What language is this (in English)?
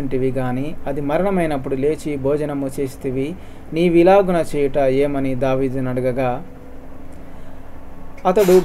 Telugu